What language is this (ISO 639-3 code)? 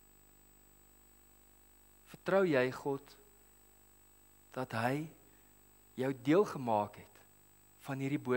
afr